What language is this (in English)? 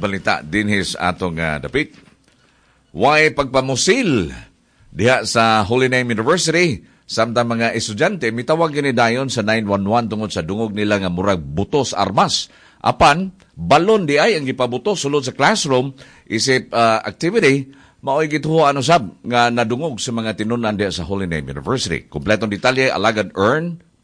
Cebuano